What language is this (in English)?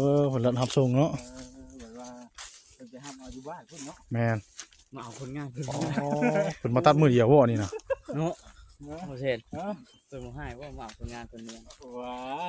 Northeastern Thai